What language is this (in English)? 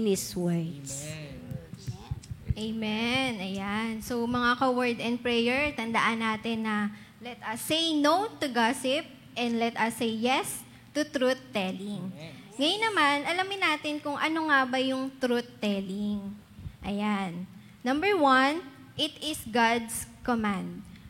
Filipino